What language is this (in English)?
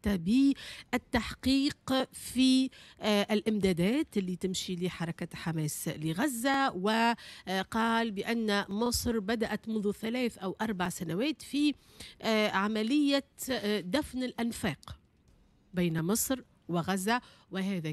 Tunisian Arabic